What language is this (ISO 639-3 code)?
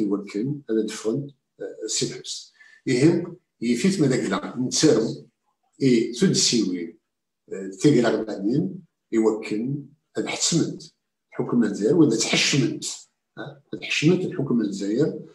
kab